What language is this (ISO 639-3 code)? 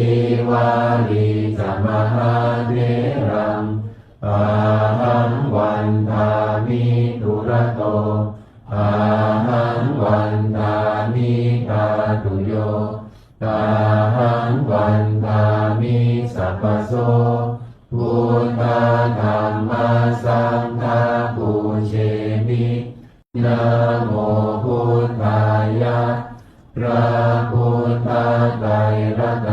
pli